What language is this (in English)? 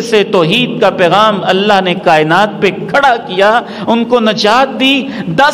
Urdu